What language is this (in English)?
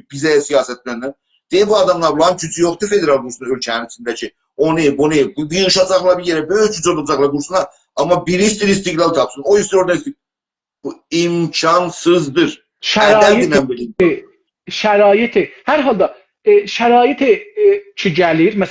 South Azerbaijani